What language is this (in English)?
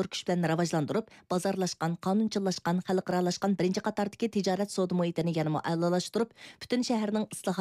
Uyghur